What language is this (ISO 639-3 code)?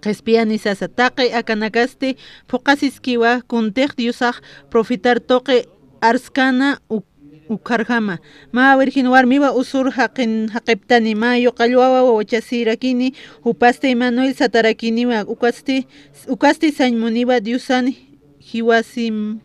aym